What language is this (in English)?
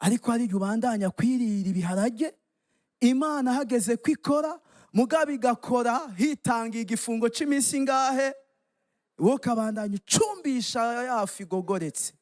Rundi